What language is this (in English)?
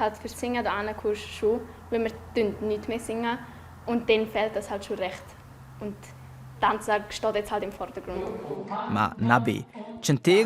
Romansh